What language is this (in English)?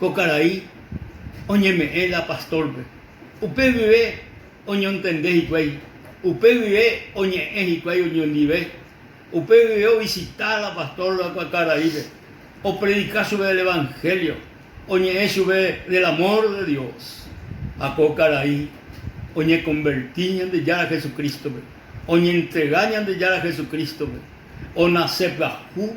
Guarani